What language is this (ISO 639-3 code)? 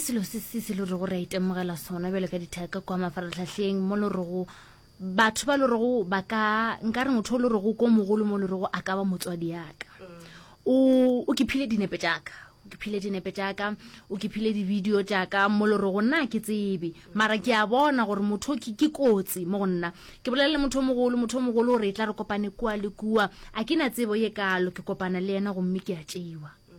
nso